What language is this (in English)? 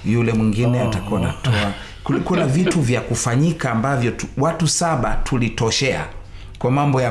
Swahili